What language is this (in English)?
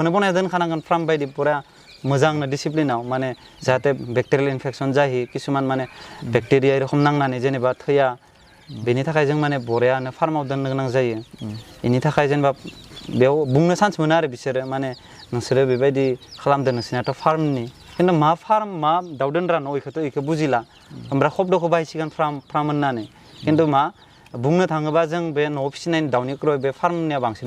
Bodo